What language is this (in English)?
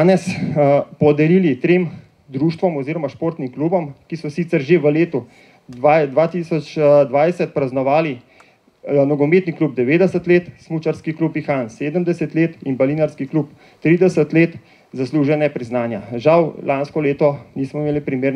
Slovenian